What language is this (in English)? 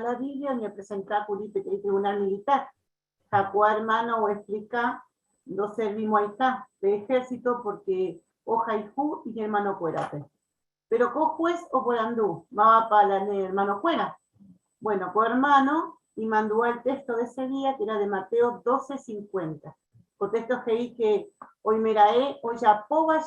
Guarani